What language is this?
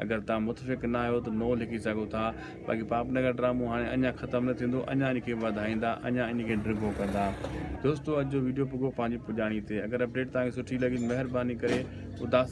Sindhi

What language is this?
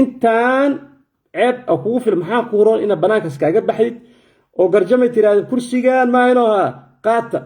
Somali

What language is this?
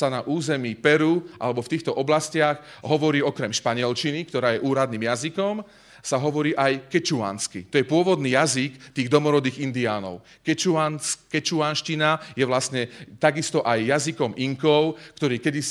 Slovak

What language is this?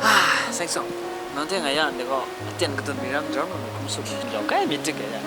Kachin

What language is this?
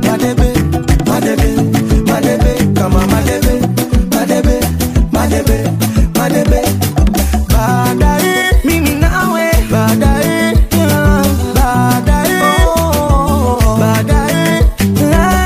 Swahili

